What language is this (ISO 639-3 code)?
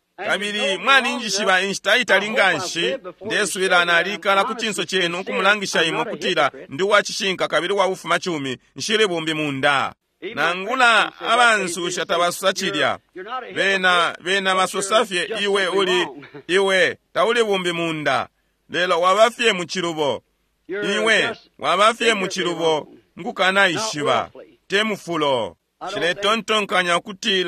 bem